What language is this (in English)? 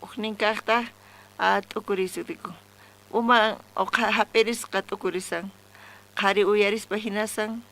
South Bolivian Quechua